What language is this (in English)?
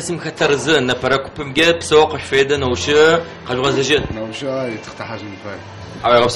Adyghe